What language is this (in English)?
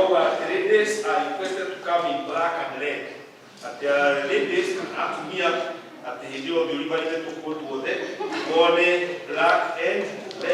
Kikuyu